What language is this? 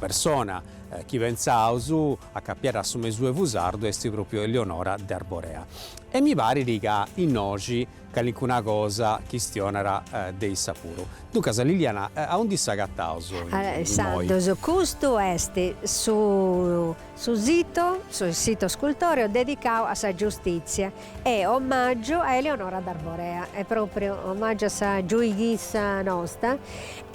Sardinian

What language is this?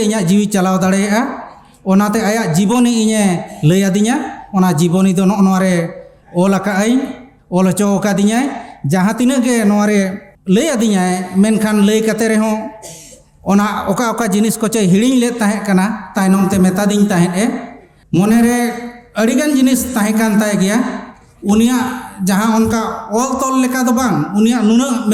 Santali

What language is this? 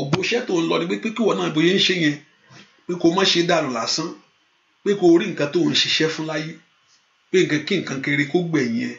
Yoruba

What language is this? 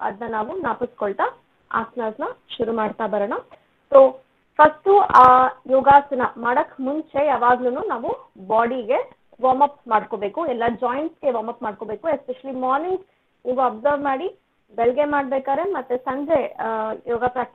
Kannada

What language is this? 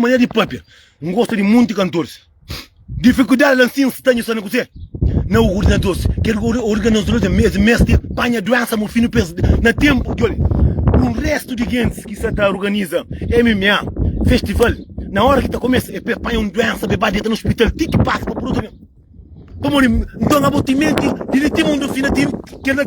Kabuverdianu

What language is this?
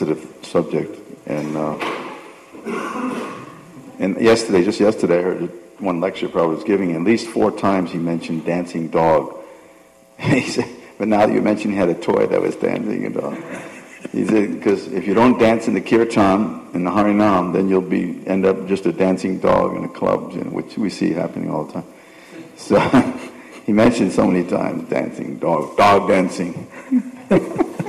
English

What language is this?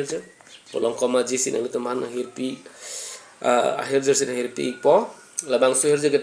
Karbi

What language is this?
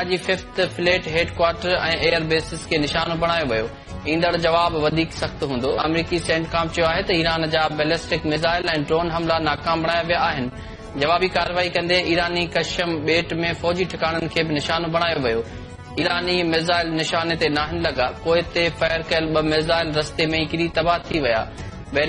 Sindhi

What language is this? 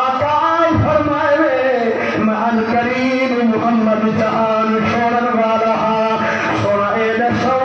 Saraiki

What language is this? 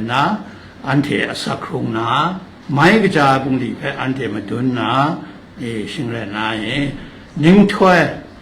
Kachin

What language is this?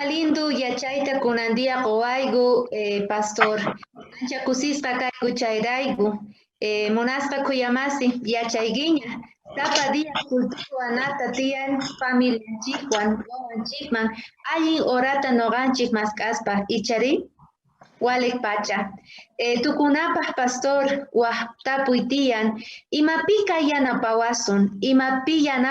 South Bolivian Quechua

